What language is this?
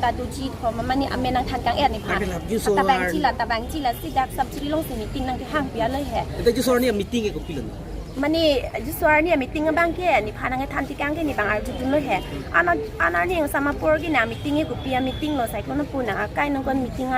Karbi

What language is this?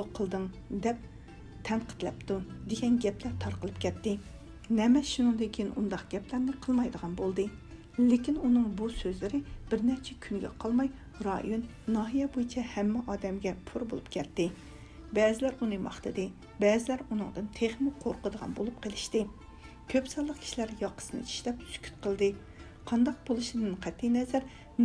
Uyghur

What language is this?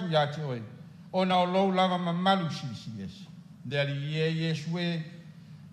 Samoan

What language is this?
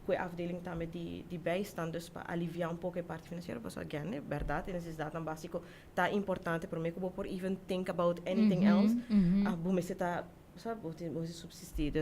Papiamento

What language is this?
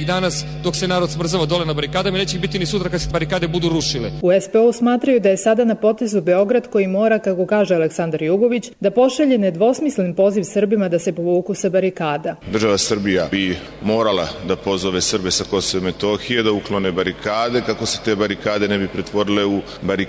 Serbian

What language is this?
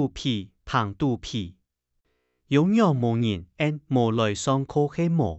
Hakka Chinese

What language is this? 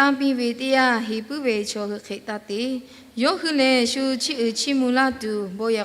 Lahu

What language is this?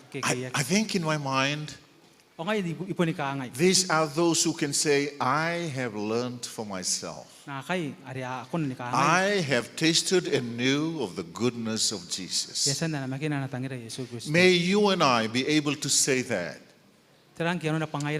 Gilbertese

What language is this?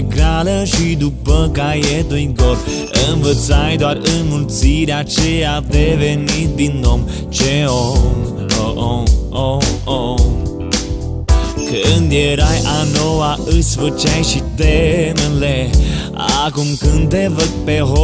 Romanian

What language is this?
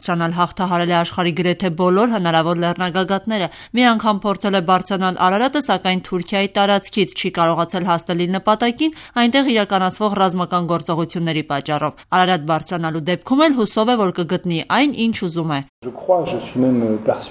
Armenian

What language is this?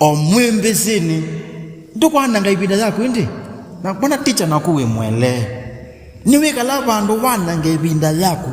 Kamba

